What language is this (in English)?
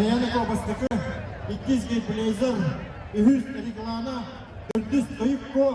Yakut